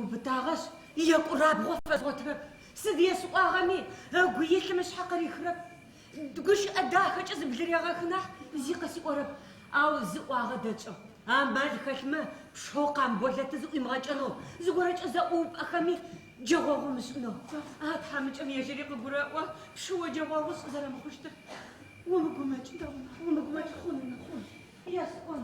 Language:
Adyghe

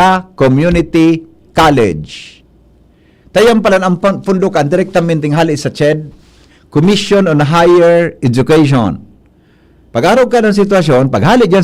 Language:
Bikol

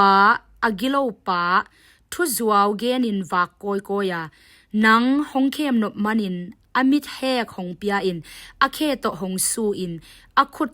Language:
Tedim Chin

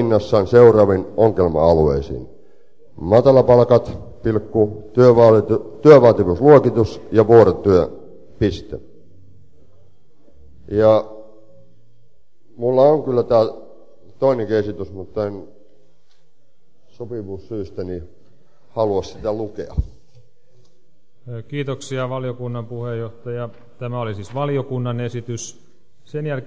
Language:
Finnish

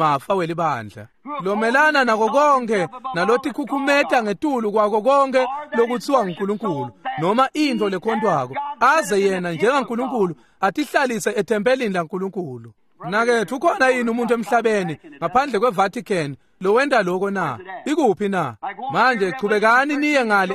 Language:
Swati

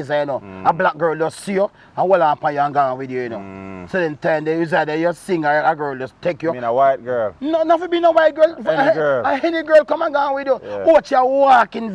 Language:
Jamaican Creole English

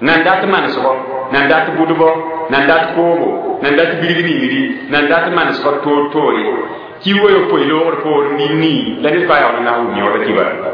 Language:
Mossi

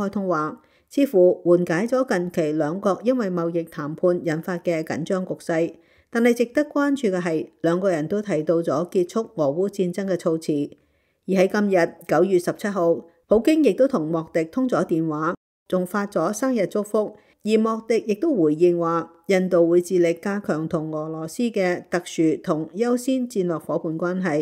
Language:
Cantonese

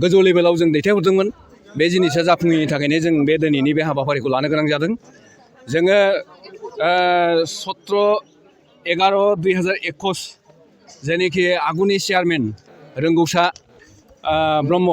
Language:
Bodo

